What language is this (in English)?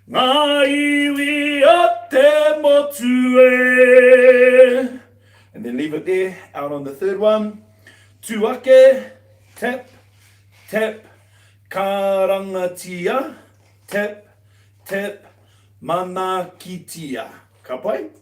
Māori